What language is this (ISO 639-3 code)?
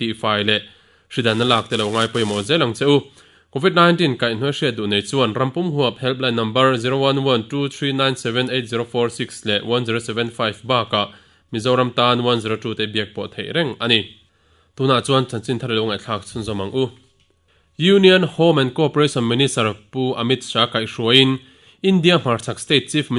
lus